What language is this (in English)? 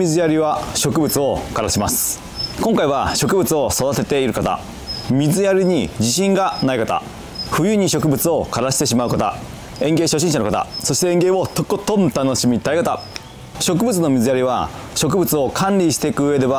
Japanese